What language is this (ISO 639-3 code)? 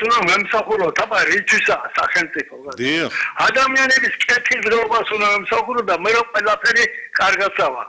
kat